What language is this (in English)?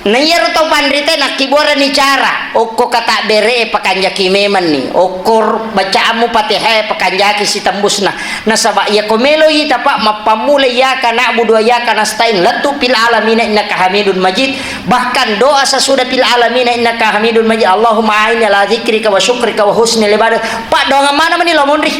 Buginese